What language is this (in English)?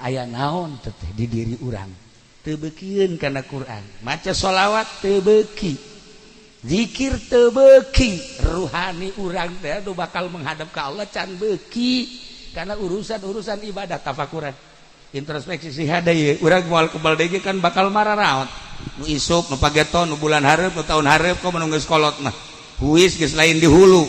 Sundanese